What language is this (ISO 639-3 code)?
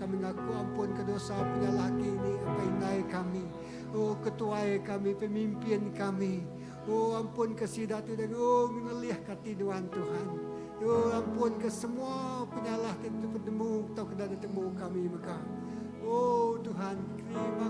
iba